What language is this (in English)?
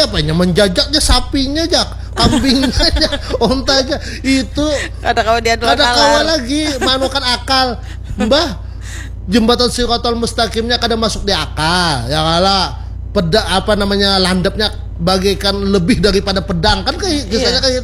Banjar